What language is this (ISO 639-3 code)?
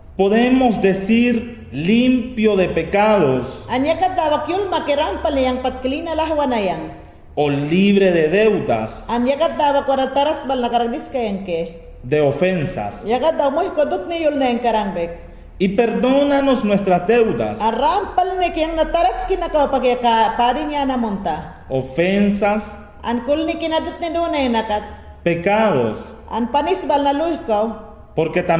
yan